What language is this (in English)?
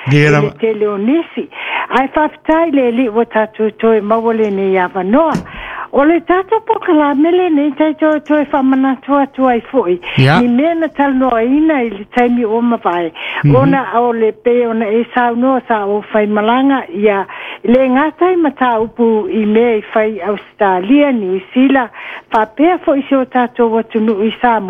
Samoan